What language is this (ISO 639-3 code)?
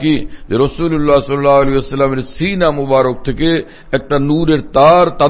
ben